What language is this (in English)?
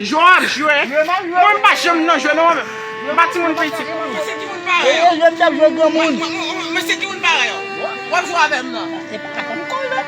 Haitian Creole